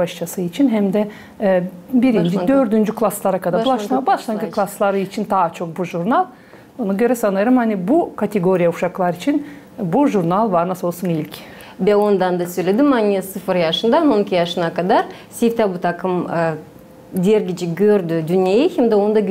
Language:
Gagauz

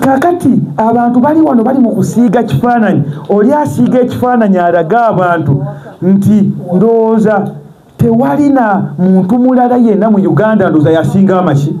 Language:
Ganda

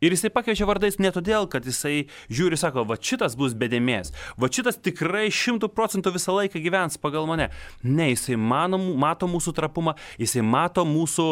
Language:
Lithuanian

